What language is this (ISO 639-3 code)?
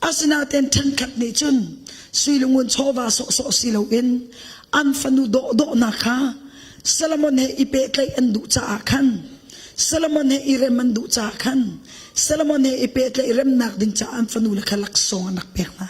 cnh